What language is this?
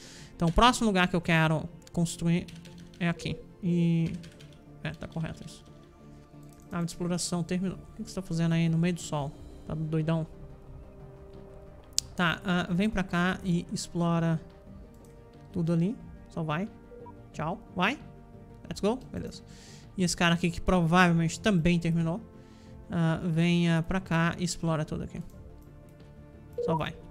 Portuguese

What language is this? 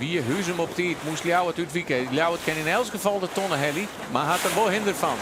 Western Frisian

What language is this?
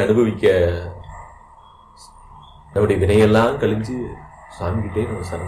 Tamil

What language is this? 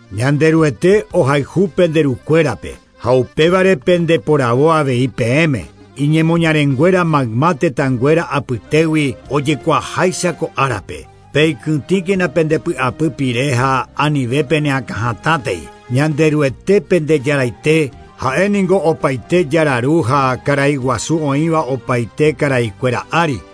Guarani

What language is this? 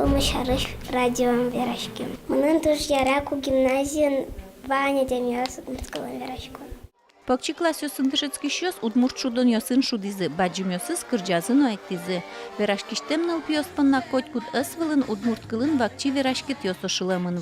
Udmurt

